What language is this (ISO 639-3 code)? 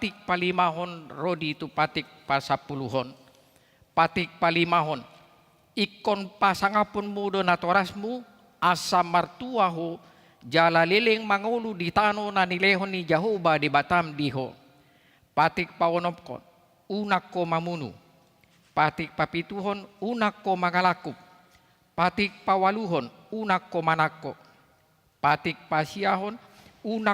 bbc